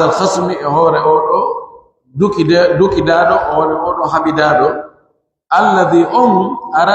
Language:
Pular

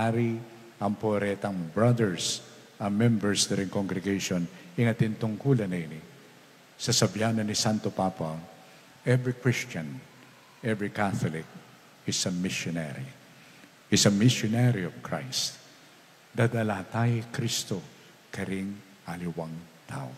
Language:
Pampanga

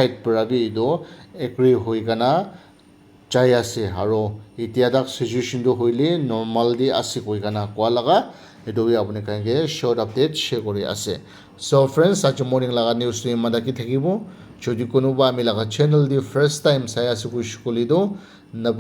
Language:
Naga Pidgin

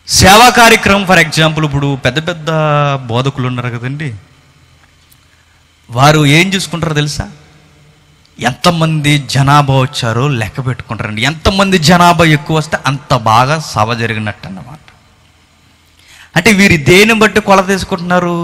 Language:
Telugu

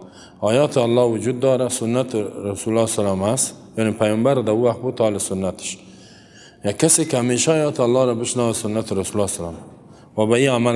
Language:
Persian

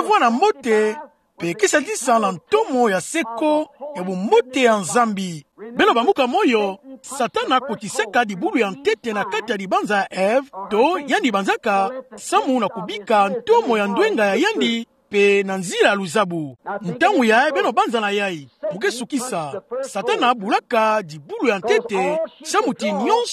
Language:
Kituba (Democratic Republic of Congo)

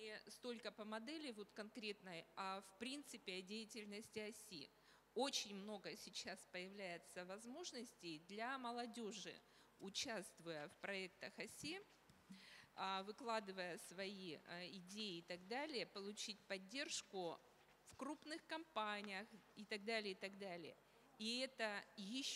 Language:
Russian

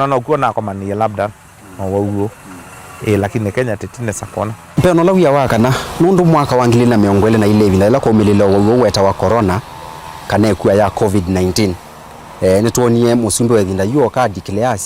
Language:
Kamba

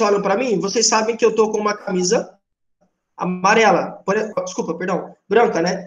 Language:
Portuguese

